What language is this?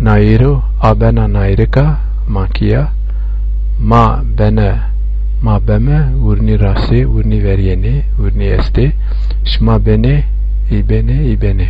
Zaza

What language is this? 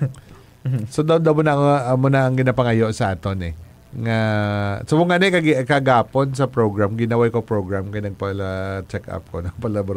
Hiligaynon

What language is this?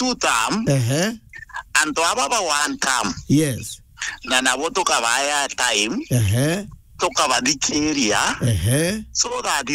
Meru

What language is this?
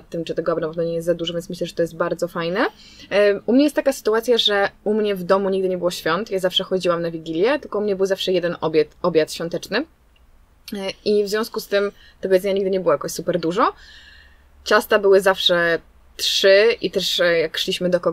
Polish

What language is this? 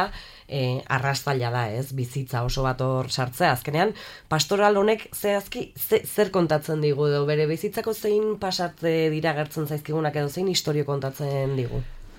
Basque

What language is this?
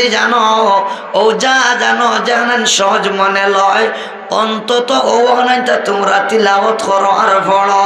Sylheti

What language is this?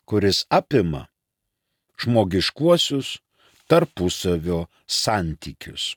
Lithuanian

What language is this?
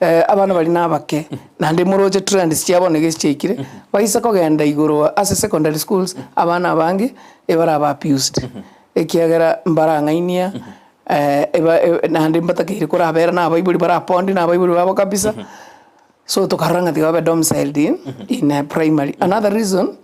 Gusii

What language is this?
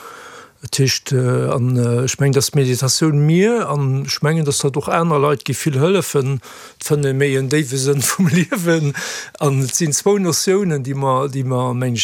Luxembourgish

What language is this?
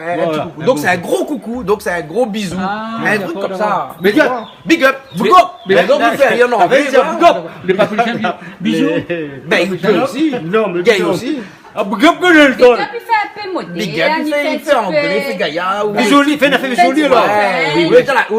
Réunion Creole French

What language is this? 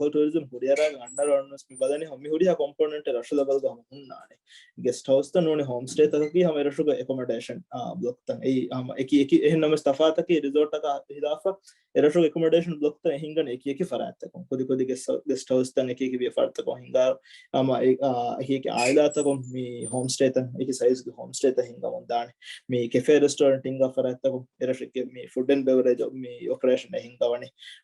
Divehi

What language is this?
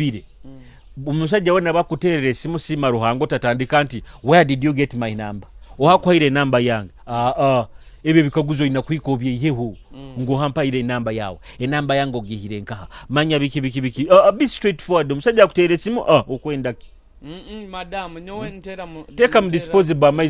Nyoro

